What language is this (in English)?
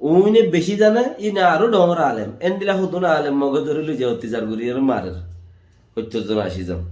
Rohingya